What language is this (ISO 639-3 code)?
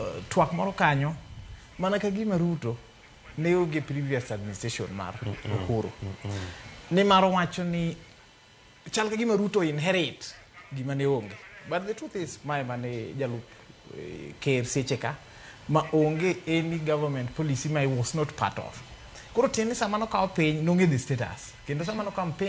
luo